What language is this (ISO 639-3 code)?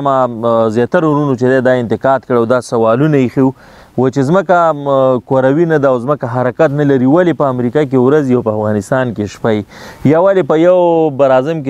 pus